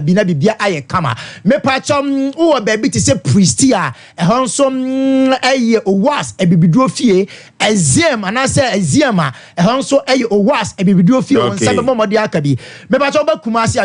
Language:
Akan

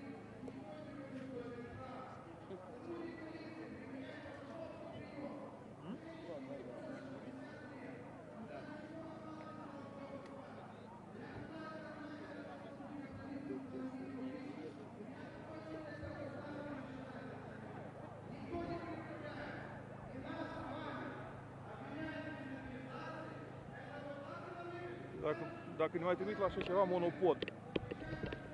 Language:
Romanian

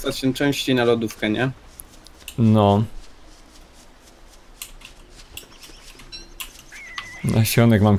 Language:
Polish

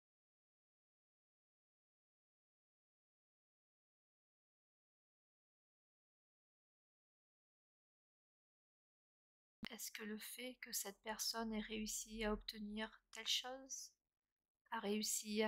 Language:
French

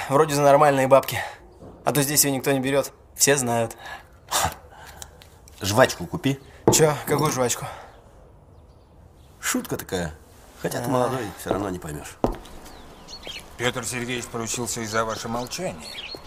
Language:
Russian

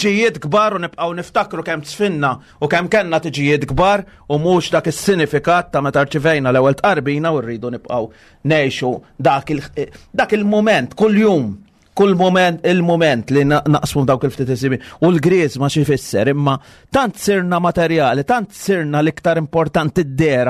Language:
Maltese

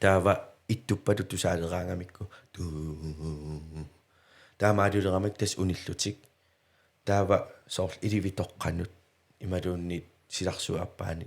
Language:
Kalaallisut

